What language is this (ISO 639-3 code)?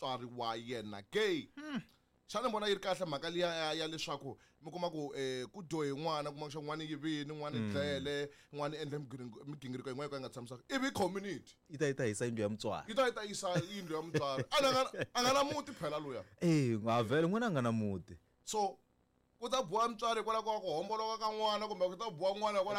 tso